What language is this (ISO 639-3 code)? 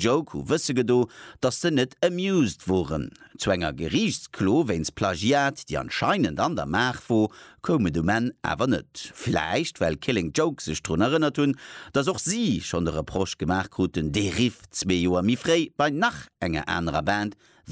ltz